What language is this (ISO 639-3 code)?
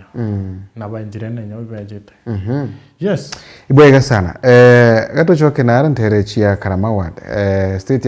mer